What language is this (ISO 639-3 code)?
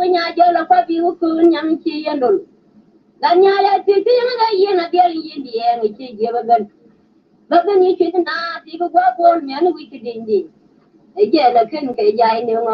nus